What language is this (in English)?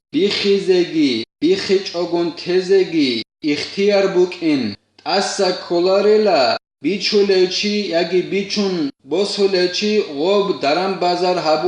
Avaric